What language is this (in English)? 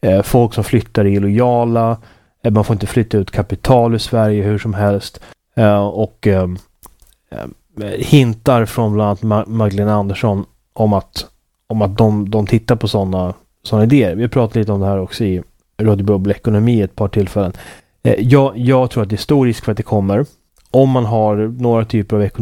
Swedish